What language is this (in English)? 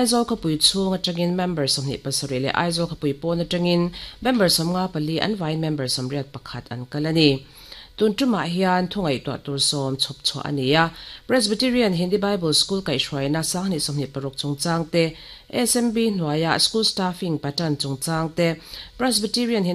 Mizo